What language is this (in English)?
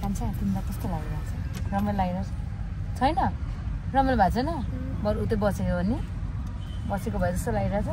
Nepali